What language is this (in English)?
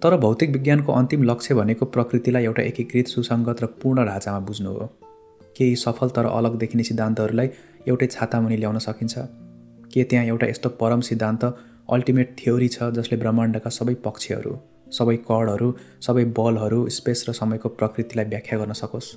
Nepali